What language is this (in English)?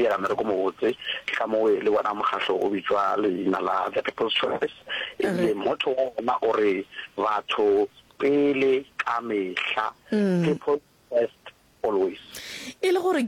Northern Sotho